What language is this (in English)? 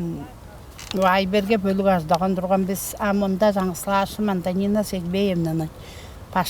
Tuvinian